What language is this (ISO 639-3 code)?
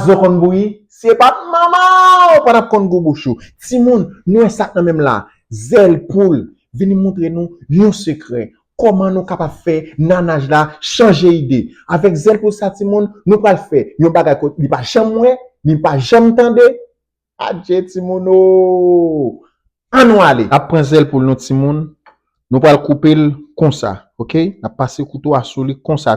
hat